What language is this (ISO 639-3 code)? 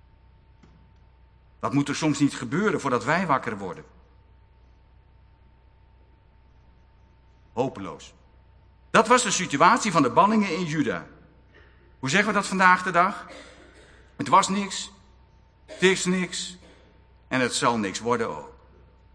nld